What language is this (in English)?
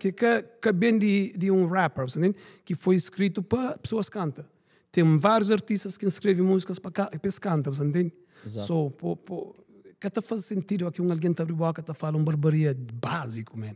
Kabuverdianu